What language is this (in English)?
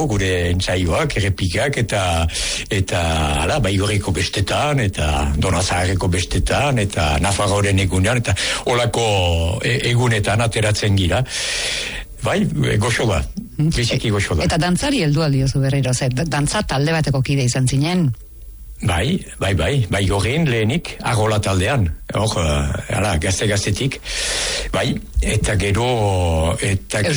Basque